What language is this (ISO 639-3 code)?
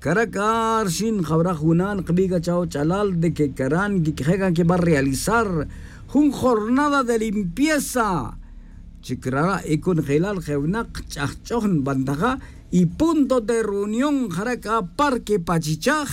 tzj